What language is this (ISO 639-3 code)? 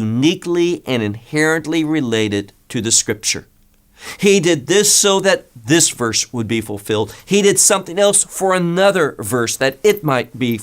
eng